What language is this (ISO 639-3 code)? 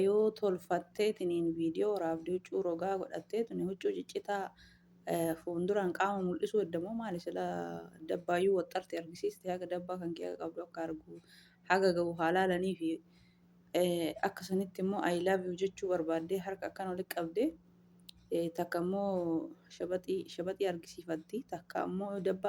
orm